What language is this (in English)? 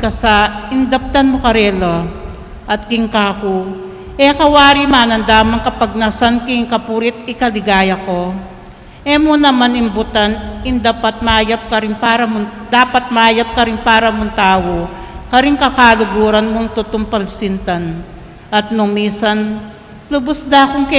Pampanga